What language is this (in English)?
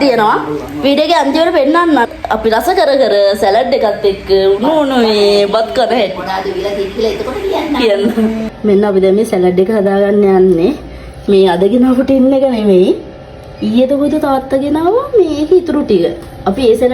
Sinhala